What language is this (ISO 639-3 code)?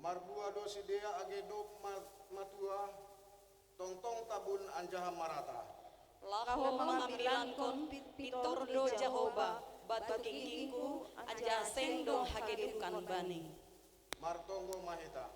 bts